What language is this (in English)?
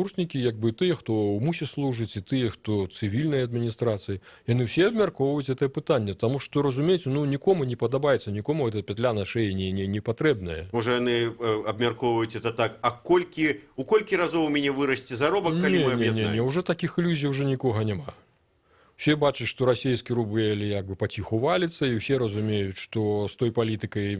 Belarusian